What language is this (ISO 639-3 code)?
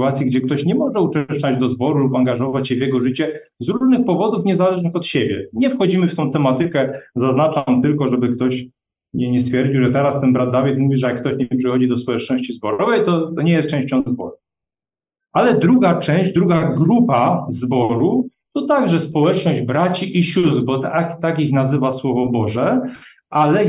pol